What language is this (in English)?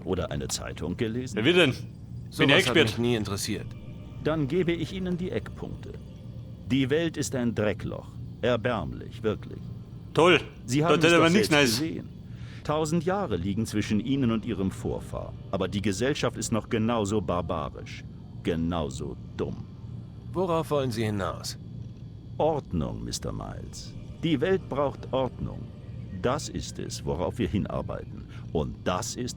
Bavarian